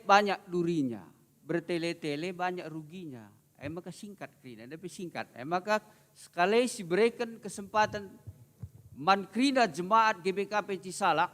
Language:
Batak Karo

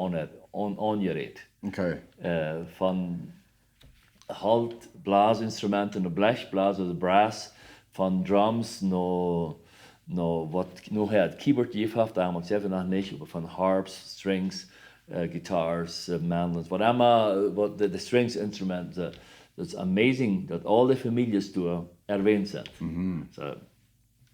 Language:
Plautdietsch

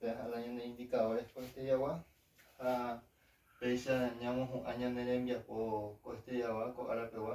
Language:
Guarani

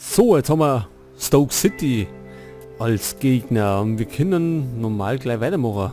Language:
Bavarian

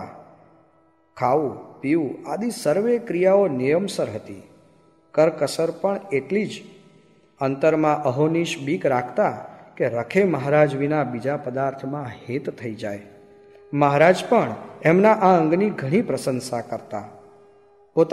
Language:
Gujarati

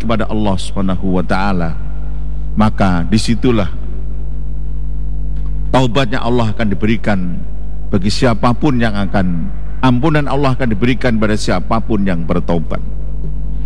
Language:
Indonesian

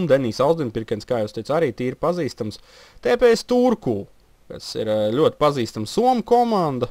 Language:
Latvian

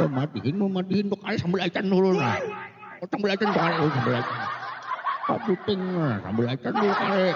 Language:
Banjar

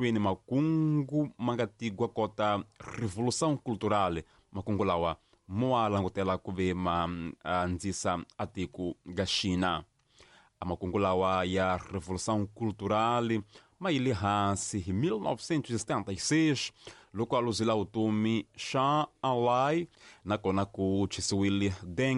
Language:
Tsonga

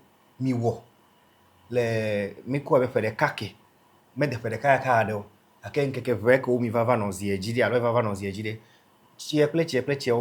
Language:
Ewe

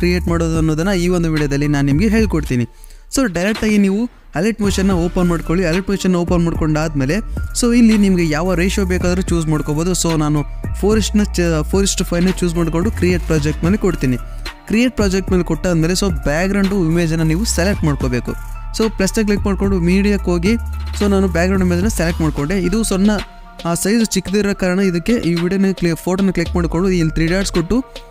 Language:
Kannada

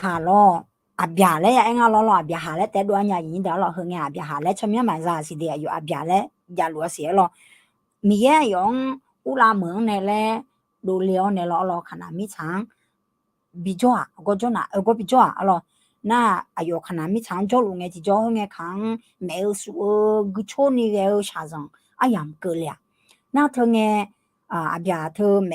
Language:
Akha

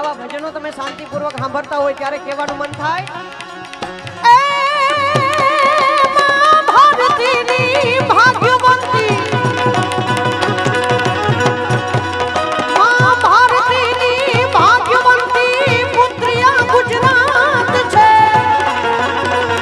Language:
Gujarati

